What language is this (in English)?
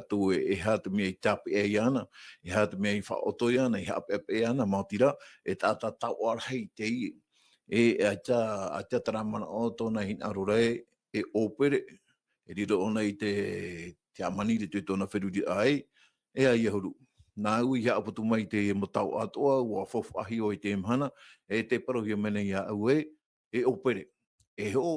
Tahitian